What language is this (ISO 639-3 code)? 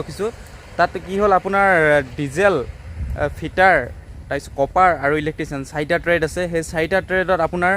asm